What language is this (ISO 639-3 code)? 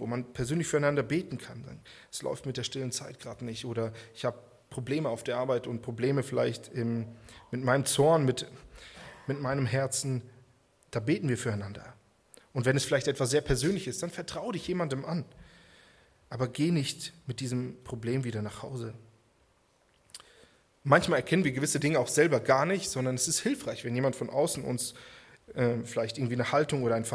deu